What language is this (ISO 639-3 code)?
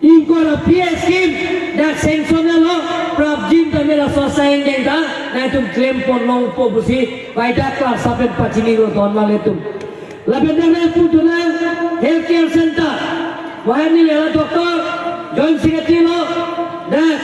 mjw